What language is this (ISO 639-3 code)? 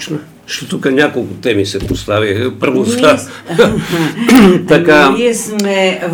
bul